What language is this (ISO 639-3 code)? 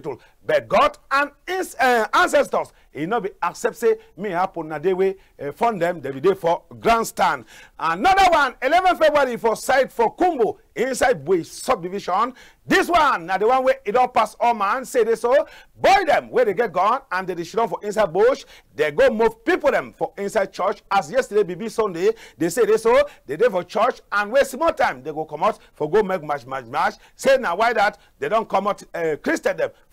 wes